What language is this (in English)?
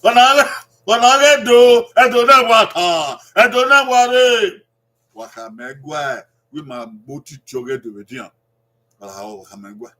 Bini